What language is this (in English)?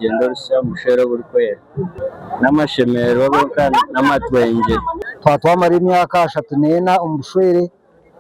Nyankole